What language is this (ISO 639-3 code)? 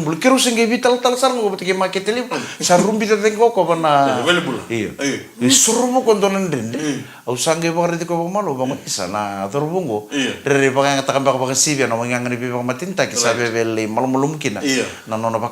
fij